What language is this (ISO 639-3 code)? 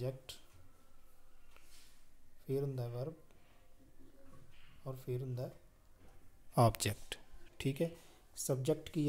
pan